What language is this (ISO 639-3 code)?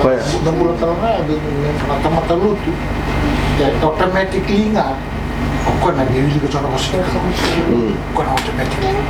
fij